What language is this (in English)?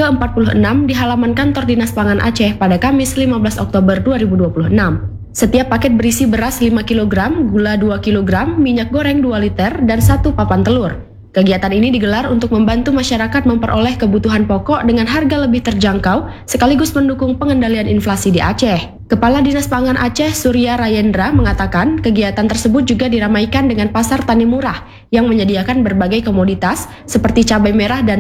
Indonesian